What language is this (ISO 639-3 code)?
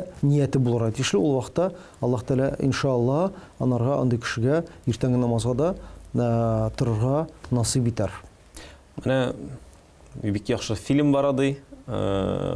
tat